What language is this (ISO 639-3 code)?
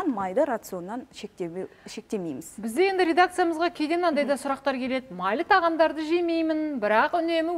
kaz